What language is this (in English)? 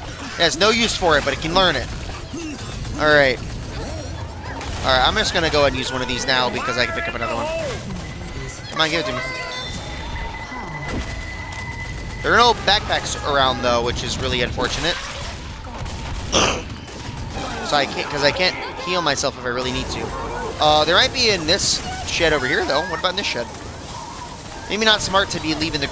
English